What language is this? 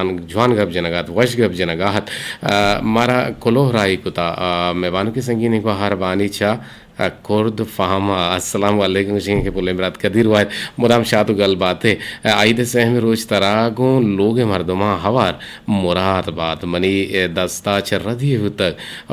Eastern Balochi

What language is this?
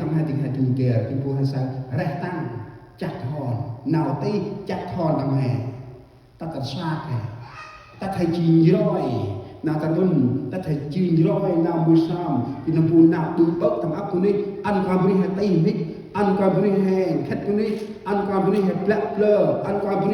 Central Mnong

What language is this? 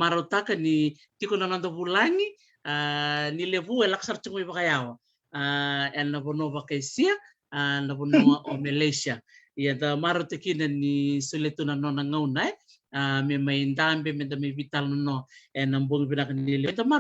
Fijian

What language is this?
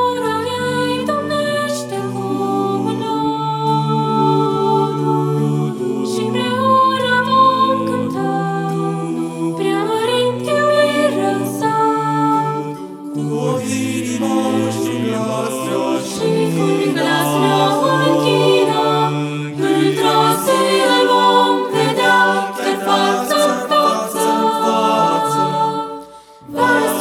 Romanian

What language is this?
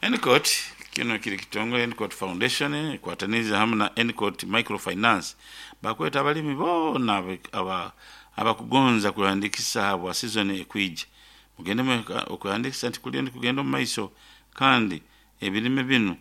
Nyoro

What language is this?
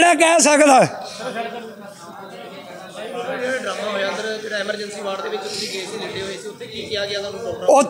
Punjabi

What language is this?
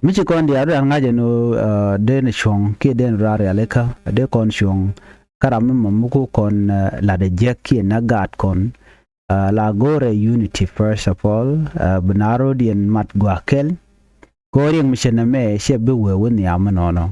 Nuer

